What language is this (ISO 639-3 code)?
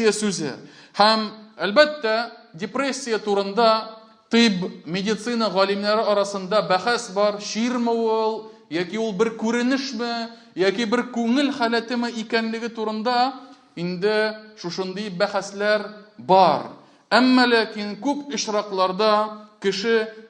tat